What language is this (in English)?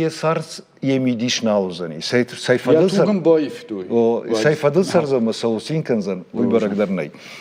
Ossetic